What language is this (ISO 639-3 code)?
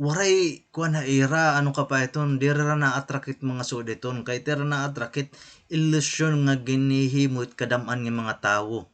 war